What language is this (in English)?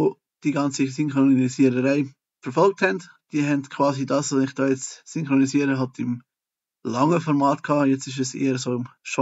Swiss German